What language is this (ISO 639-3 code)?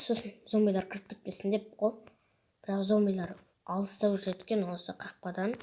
kaz